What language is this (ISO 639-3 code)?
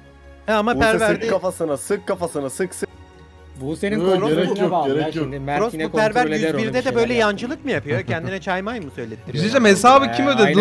tur